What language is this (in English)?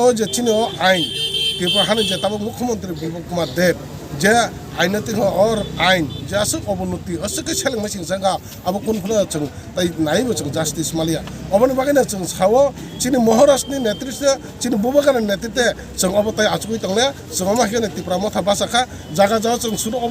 Kok Borok